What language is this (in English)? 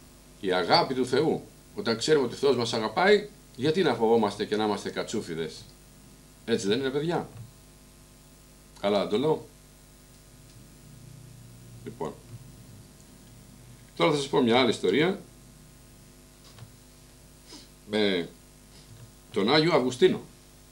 Greek